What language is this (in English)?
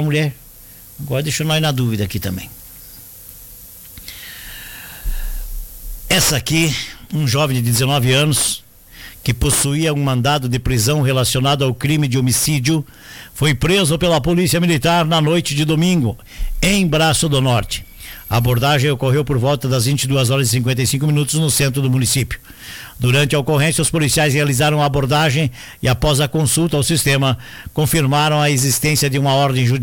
Portuguese